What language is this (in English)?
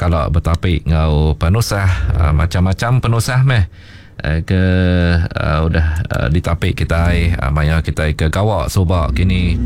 Iban